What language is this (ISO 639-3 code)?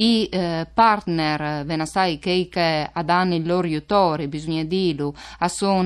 fur